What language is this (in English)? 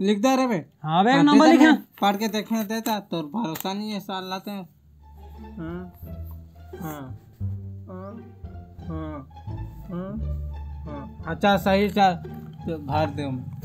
Chhattisgarhi